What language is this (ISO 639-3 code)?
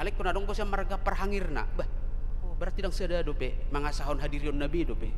bbc